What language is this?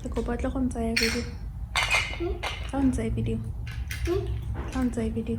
Tswana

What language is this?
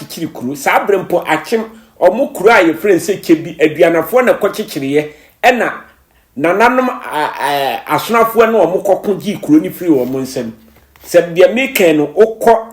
Akan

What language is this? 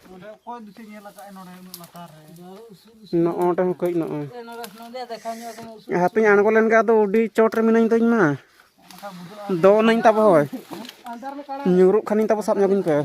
Santali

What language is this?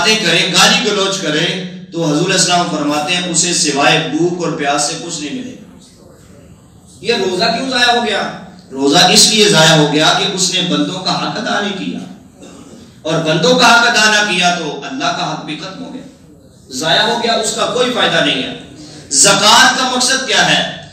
Urdu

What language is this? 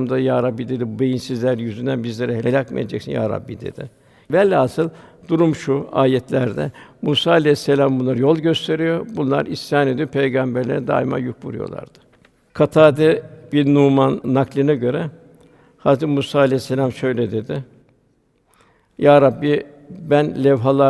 Turkish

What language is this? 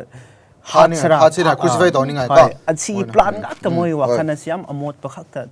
Manipuri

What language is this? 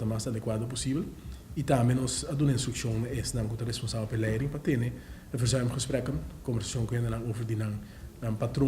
Papiamento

